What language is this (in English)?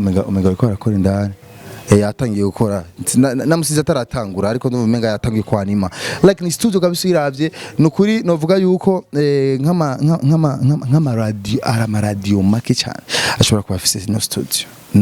Rundi